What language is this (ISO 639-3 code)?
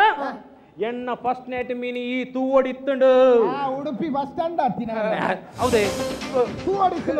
tcy